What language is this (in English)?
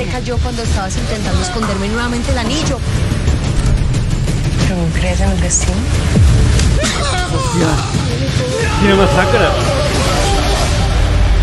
Catalan